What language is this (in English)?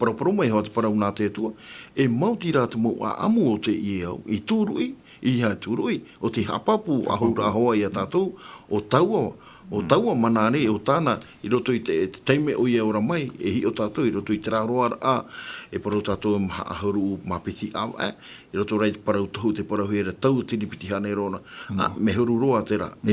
Tahitian